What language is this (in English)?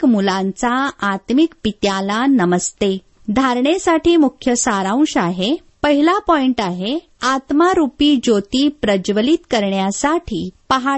Marathi